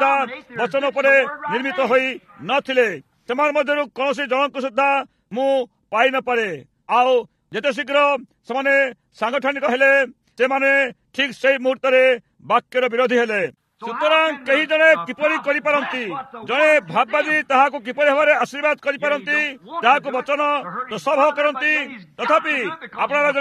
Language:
Odia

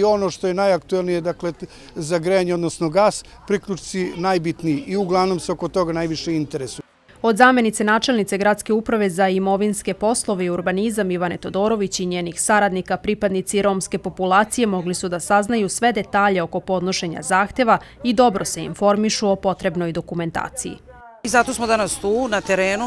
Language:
Serbian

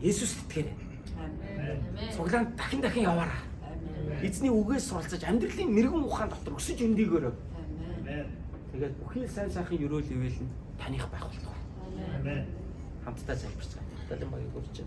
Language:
Mongolian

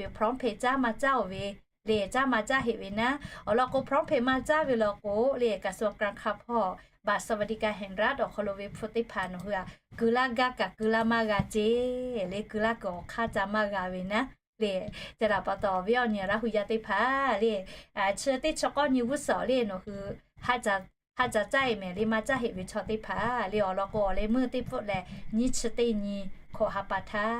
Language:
Lahu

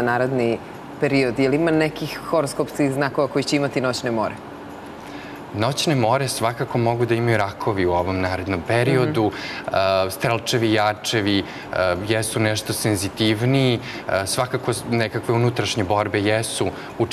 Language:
Serbian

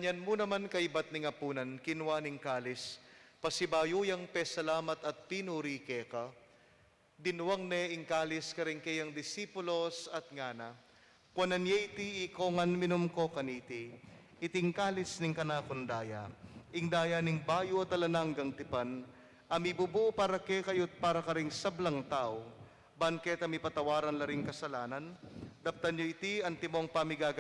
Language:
Pampanga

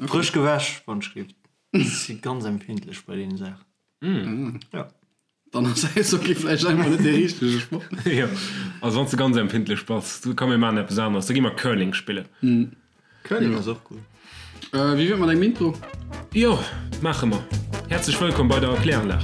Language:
Luxembourgish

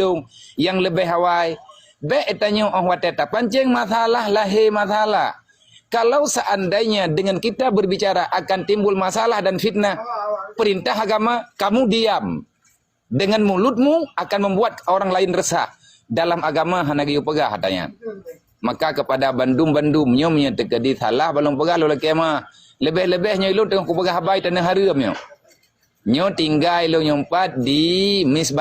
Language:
Achinese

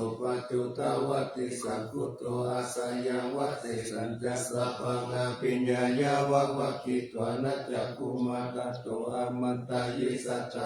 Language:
Pali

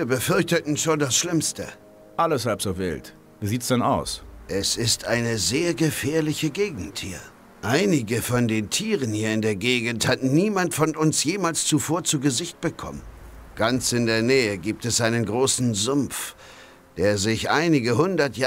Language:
Bavarian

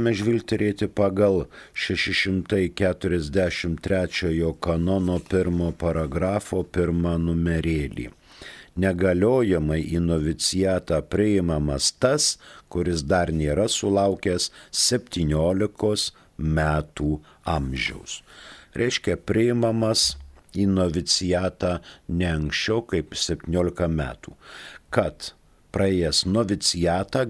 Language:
Lithuanian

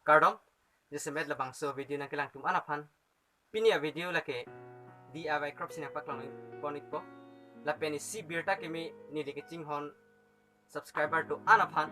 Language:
Karbi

